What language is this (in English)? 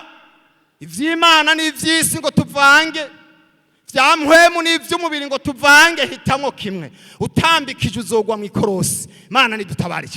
Rundi